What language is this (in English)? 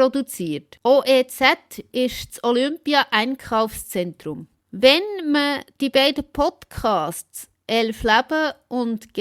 Swiss German